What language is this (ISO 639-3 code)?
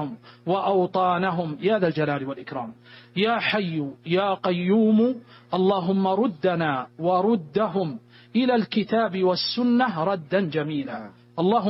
ara